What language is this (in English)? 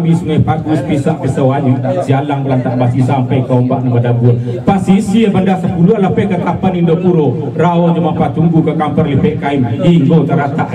Minangkabau